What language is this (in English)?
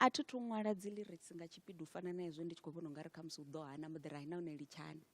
Venda